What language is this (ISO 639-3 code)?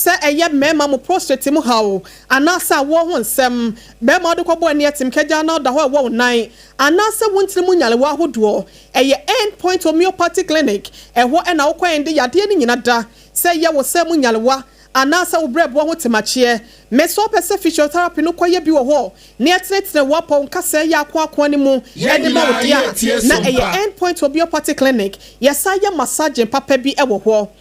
aka